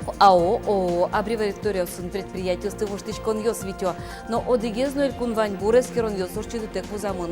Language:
Udmurt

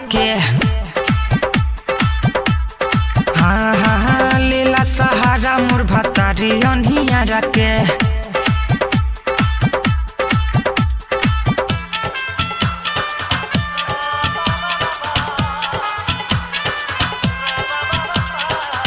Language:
Bhojpuri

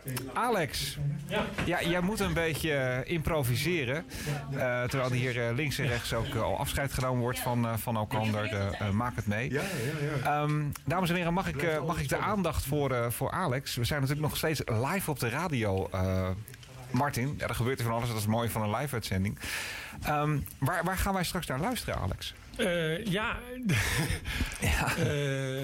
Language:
Dutch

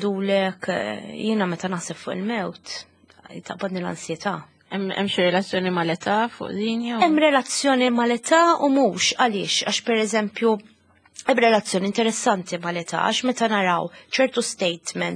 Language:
Maltese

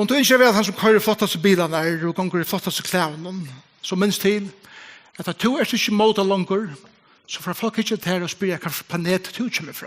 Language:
Faroese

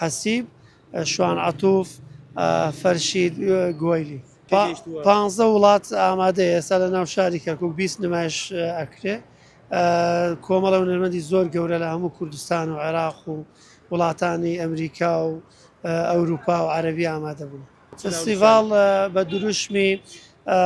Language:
Central Kurdish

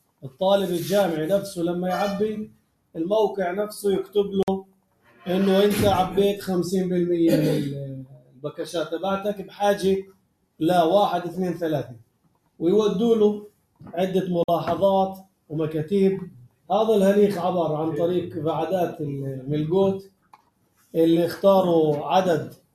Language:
North Levantine Arabic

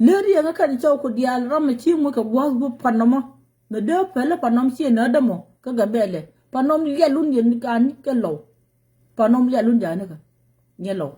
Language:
Nuer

